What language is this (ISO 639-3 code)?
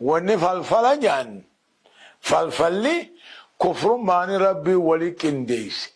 orm